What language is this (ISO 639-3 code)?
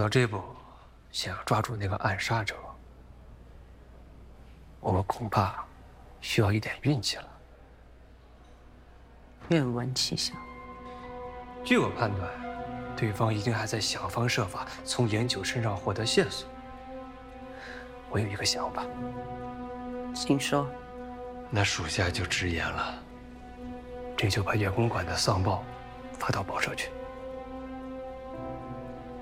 zho